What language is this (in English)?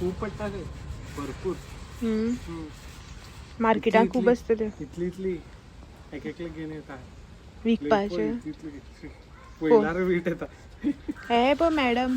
Konkani